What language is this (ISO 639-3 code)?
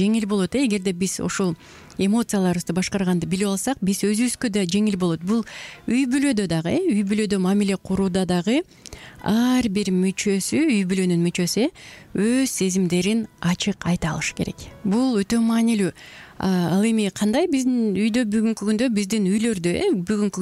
kir